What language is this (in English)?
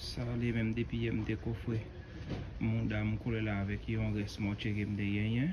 Haitian Creole